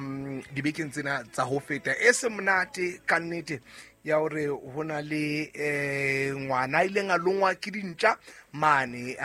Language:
Southern Sotho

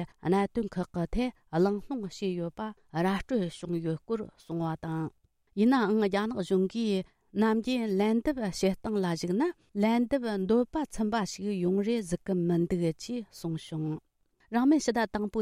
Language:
Tibetan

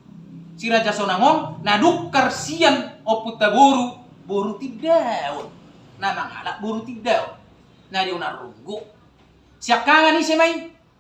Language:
Batak Toba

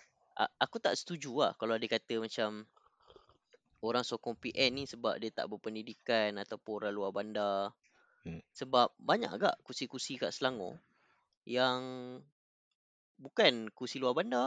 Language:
Malay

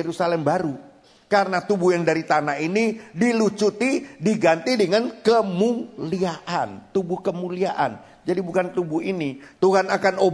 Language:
Indonesian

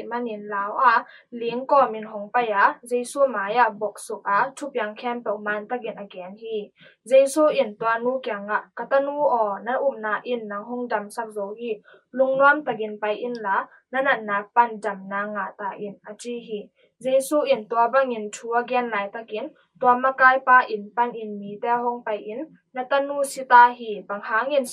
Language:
Tedim Chin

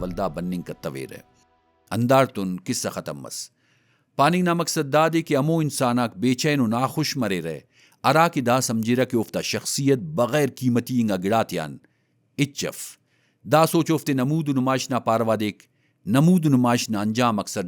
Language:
Brahui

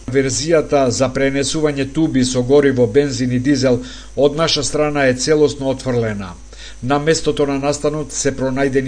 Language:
Macedonian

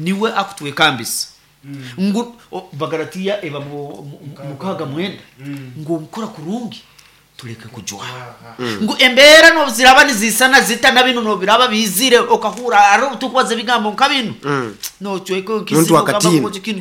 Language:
Nyoro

